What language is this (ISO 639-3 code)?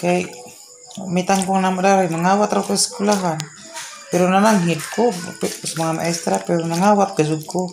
ceb